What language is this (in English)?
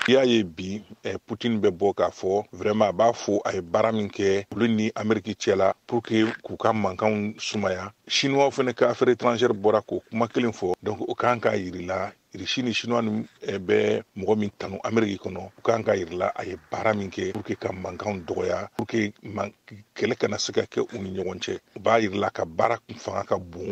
Bambara